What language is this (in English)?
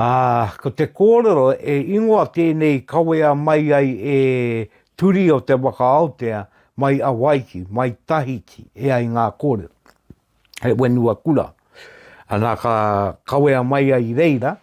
Māori